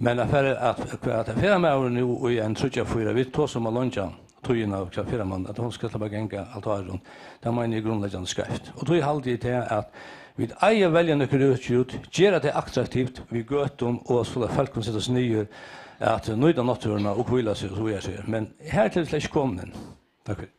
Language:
Faroese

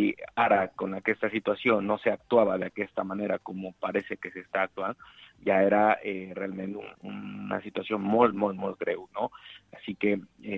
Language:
Catalan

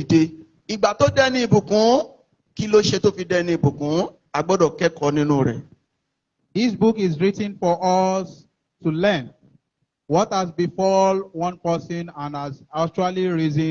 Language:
Yoruba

